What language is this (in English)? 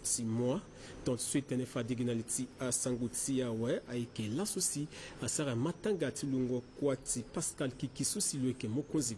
Sango